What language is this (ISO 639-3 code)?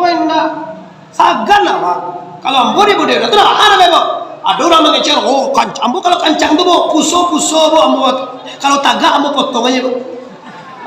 min